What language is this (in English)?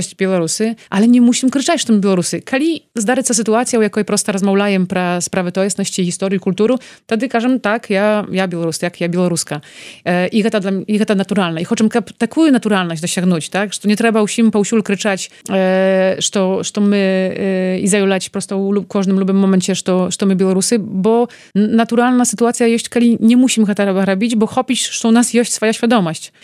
Belarusian